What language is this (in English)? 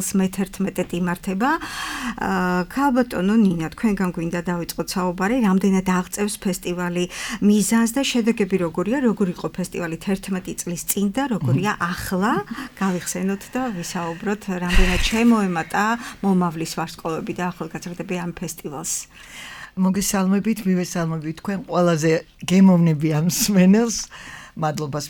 Georgian